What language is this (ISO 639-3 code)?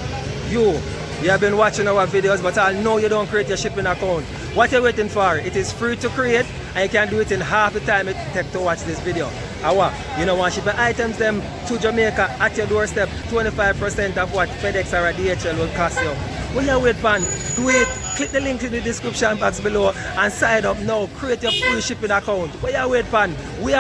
jam